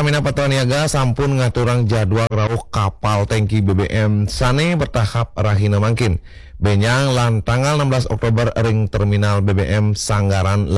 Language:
Balinese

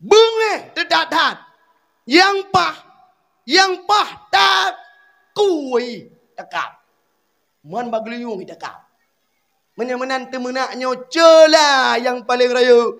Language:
Achinese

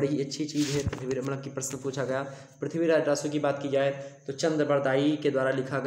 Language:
Hindi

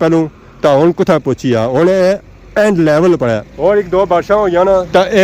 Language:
Pahari-Potwari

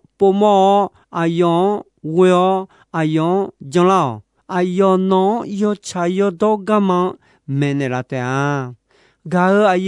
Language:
Akha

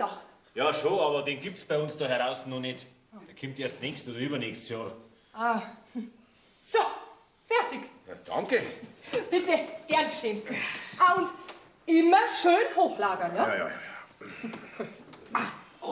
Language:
Bavarian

